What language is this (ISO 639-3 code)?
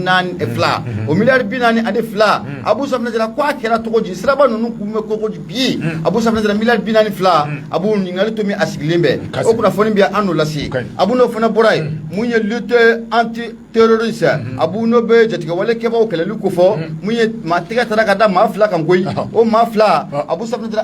bam